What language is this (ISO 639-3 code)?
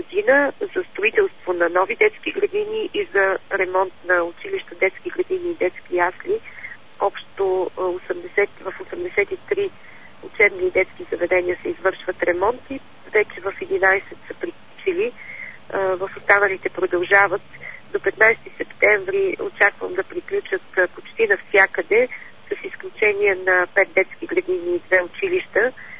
bul